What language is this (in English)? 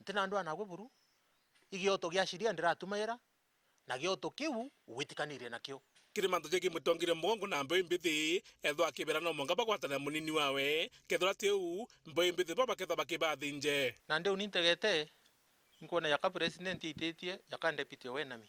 Meru